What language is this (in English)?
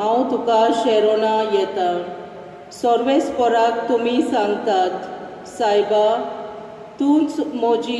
Konkani